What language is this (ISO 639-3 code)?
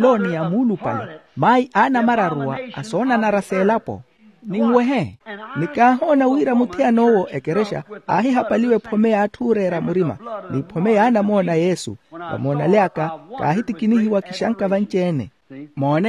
vmw